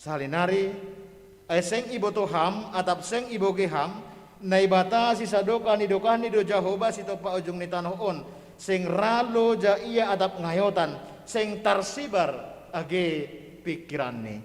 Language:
Batak Simalungun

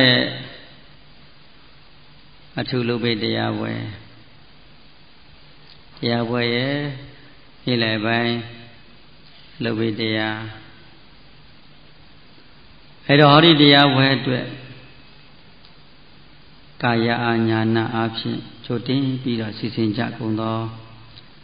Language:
Burmese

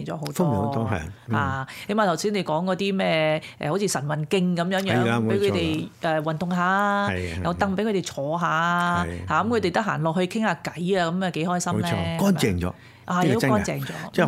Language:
Cantonese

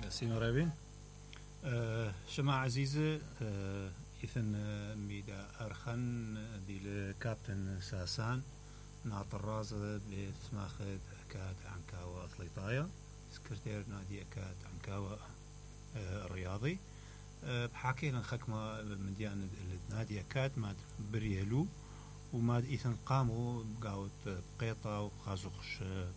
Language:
Mesopotamian Arabic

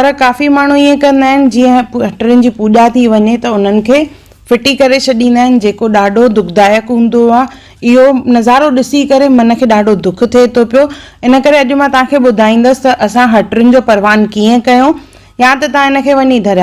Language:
Sindhi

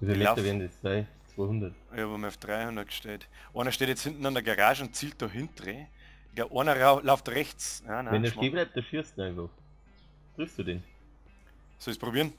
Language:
Bavarian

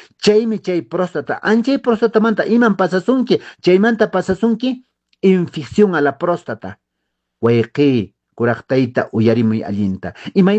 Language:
Quechua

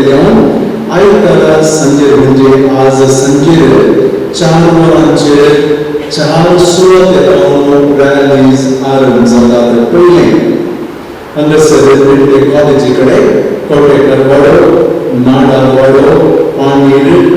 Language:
Konkani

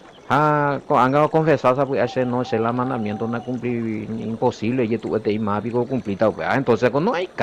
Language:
Guarani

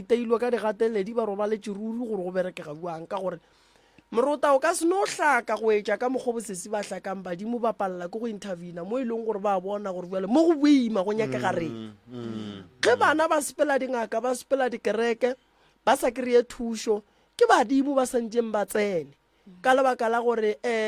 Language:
Northern Sotho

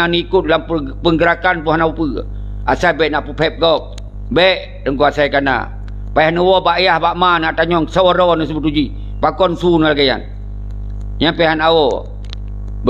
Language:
Achinese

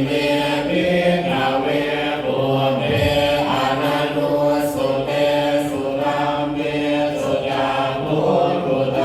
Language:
Pali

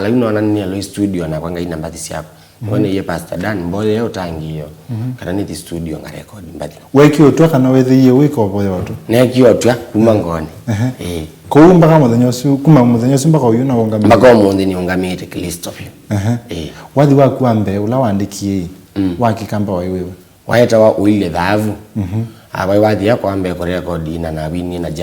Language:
Kamba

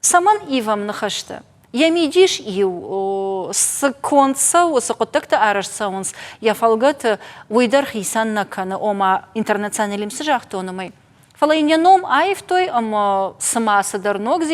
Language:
Ossetic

